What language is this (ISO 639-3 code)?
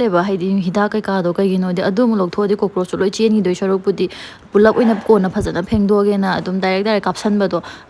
mni